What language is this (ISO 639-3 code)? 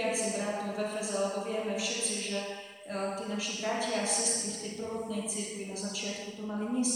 slk